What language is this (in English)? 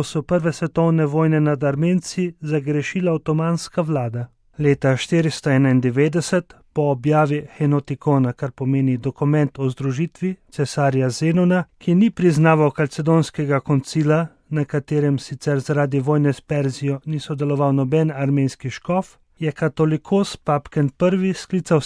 Slovenian